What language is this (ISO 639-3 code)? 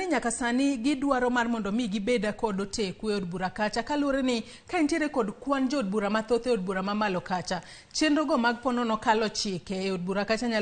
luo